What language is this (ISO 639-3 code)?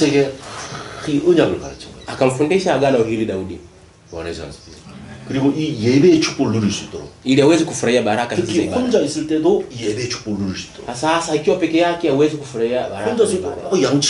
kor